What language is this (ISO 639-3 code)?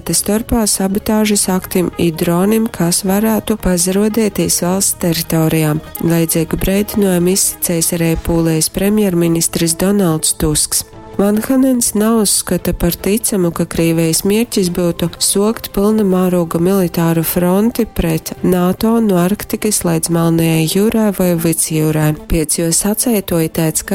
ltg